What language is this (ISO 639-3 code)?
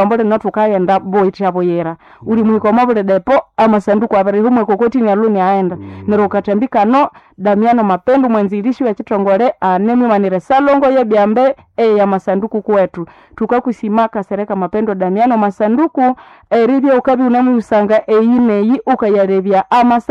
nnb